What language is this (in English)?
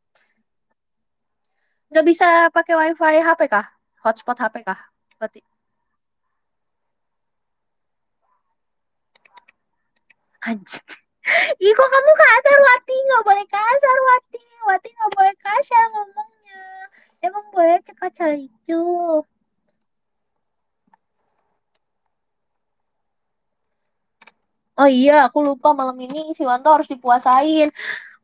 Indonesian